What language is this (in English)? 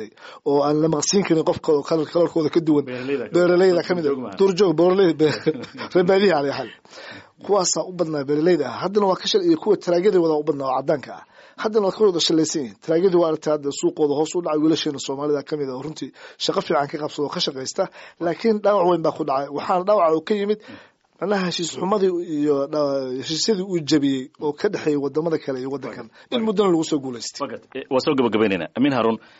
Somali